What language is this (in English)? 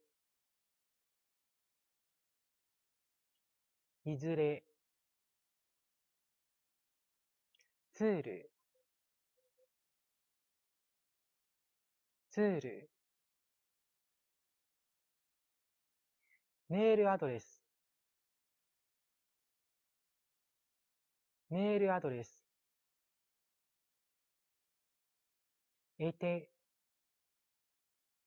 Chinese